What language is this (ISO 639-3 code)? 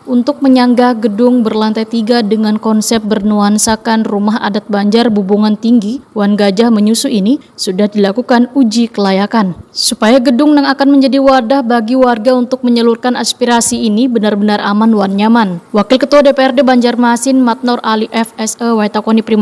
bjn